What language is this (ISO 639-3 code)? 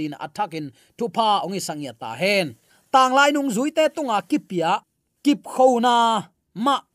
ctd